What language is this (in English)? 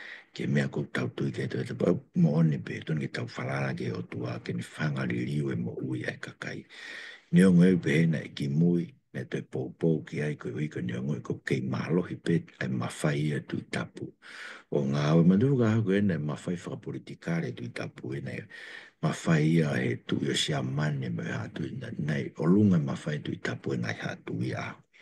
Tongan